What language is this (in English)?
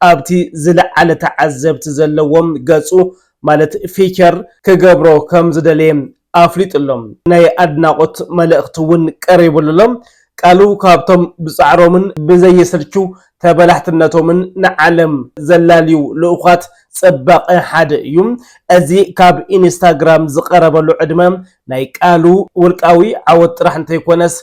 Tigrinya